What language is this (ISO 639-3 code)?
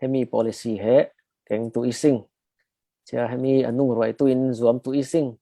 cfm